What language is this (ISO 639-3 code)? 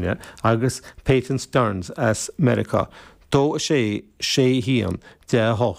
gle